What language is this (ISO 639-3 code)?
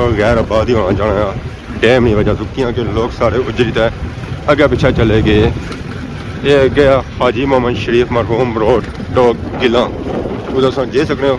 phr